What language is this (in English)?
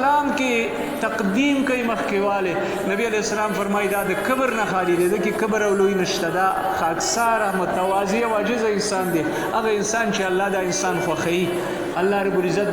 Pashto